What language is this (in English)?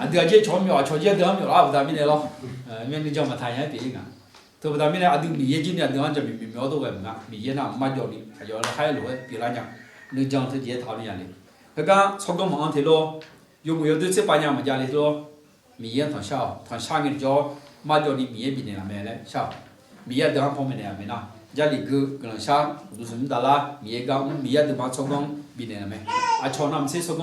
Akha